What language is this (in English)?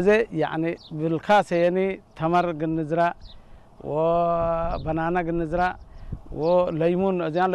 Tigrinya